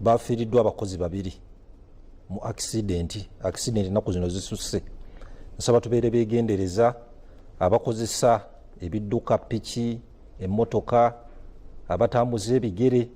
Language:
Ganda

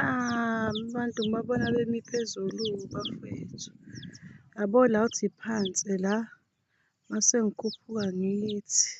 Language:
Zulu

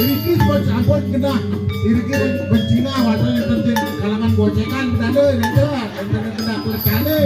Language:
Balinese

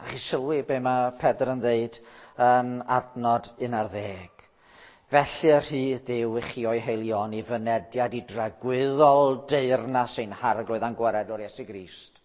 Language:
Welsh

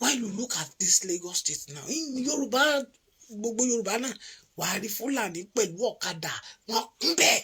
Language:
Yoruba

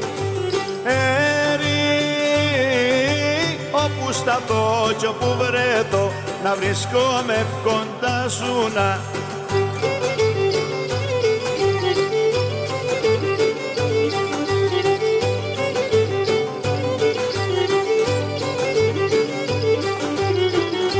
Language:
Greek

